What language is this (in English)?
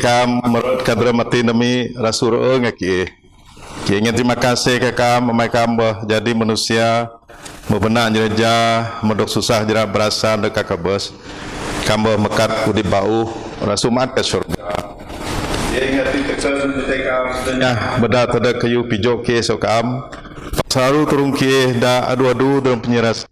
Biatah Bidayuh